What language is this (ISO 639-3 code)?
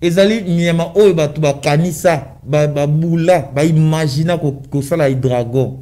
lin